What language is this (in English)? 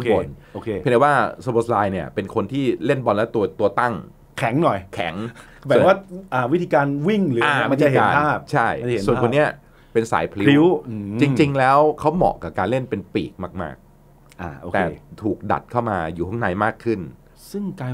Thai